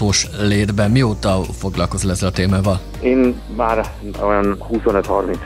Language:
Hungarian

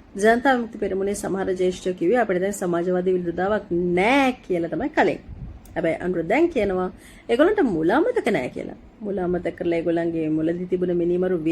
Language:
Sinhala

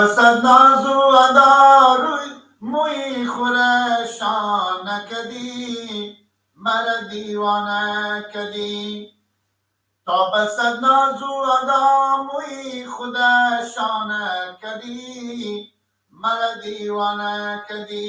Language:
Persian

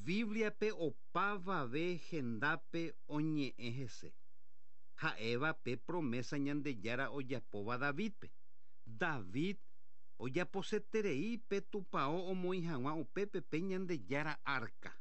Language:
Guarani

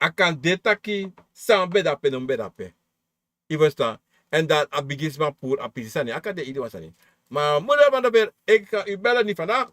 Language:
Sranan Tongo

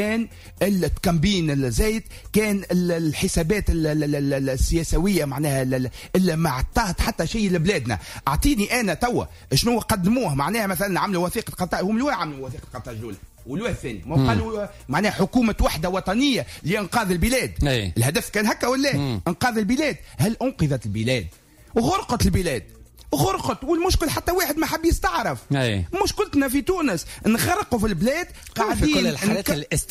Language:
Tunisian Arabic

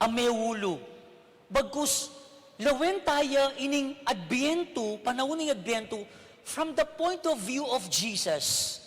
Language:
Pampanga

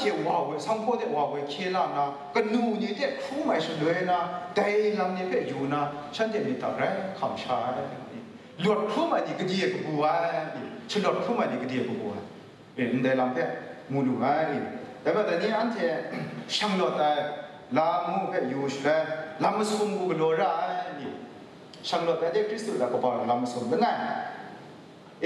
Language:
Kachin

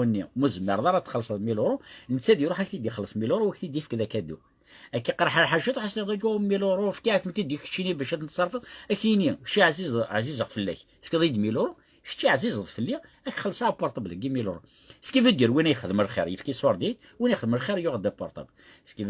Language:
Kabyle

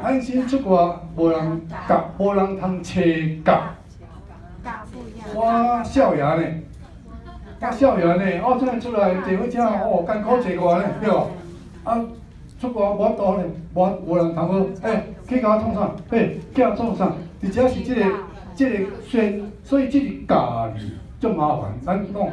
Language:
Min Nan Chinese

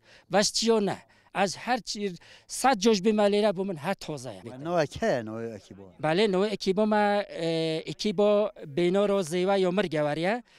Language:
Kurdish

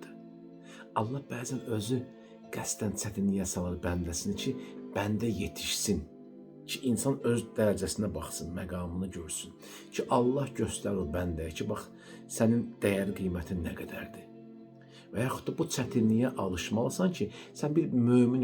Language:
Azerbaijani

